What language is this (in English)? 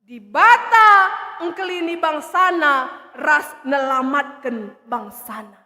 Batak Karo